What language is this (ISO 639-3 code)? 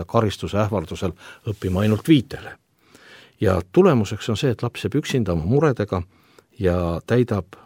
est